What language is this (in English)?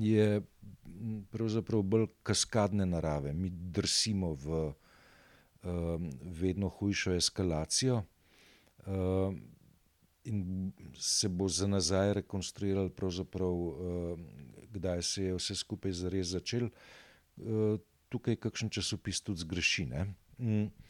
Slovenian